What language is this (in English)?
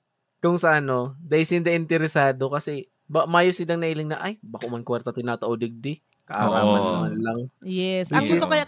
Bikol